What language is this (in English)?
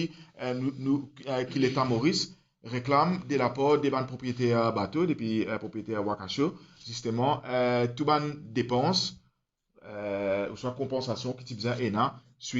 Morisyen